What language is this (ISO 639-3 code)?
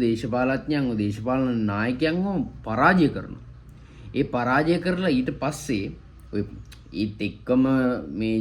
sin